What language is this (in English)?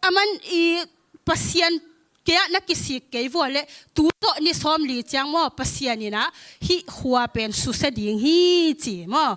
Tedim Chin